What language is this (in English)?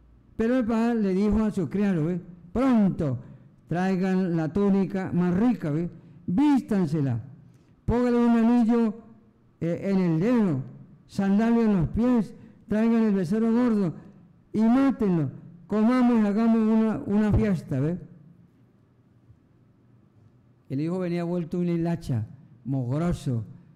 Spanish